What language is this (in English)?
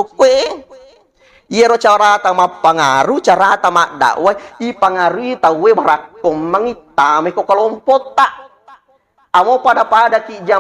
Buginese